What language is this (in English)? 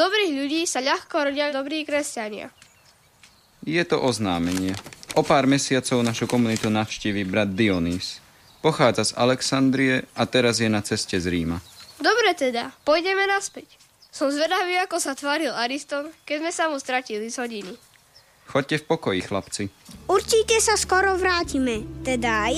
Slovak